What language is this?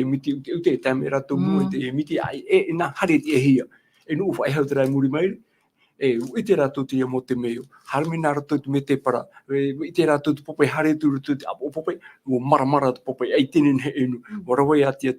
Tahitian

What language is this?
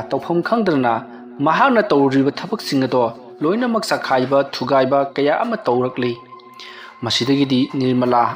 Manipuri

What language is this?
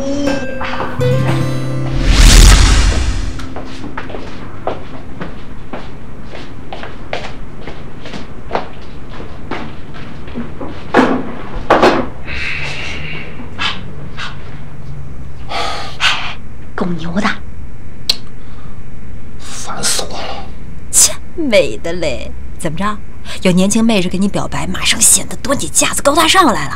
Chinese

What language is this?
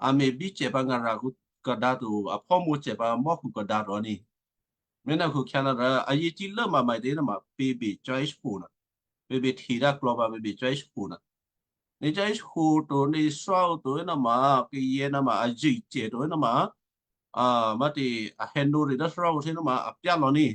Western Kayah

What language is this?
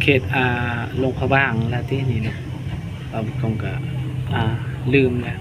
Lao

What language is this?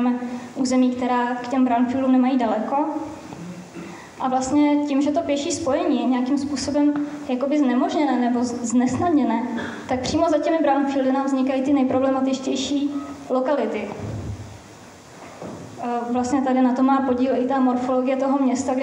Czech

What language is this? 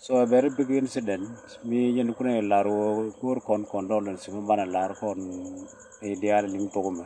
Nuer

